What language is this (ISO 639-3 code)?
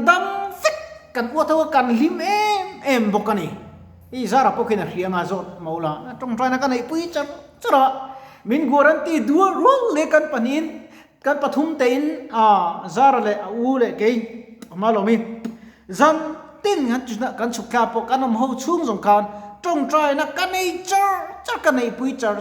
lus